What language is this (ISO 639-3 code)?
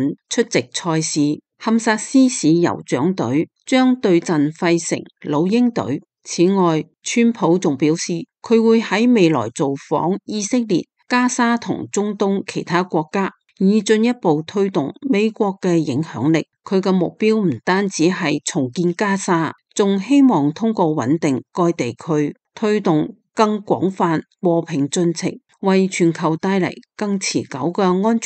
yue